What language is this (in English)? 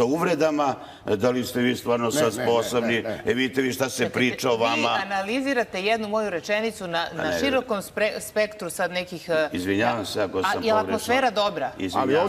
Serbian